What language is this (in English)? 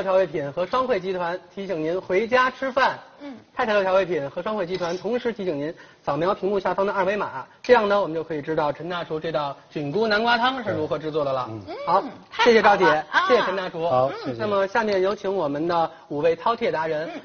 Chinese